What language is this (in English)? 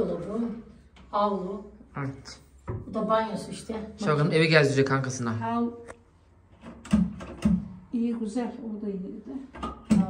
Turkish